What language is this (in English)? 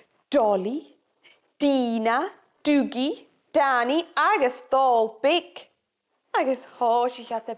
Scottish Gaelic